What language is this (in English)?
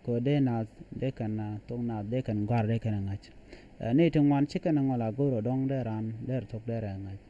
Nuer